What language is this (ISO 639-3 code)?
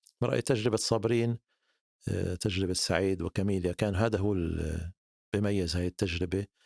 apc